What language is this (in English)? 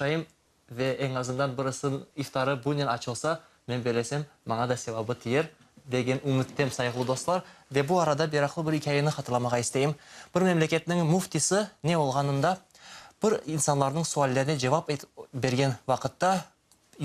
Crimean Tatar